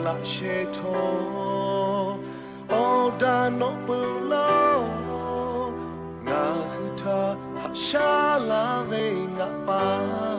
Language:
Lahu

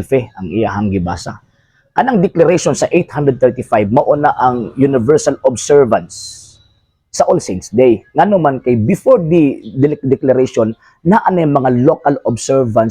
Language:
Cebuano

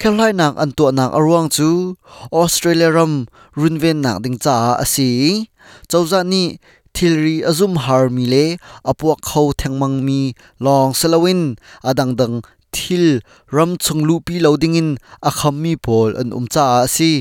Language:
Hakha Chin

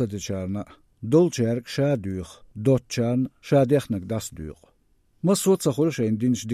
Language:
Chechen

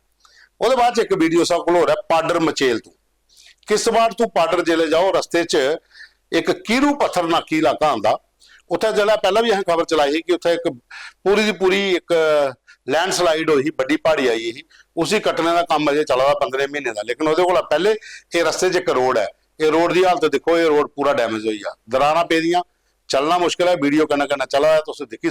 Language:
Dogri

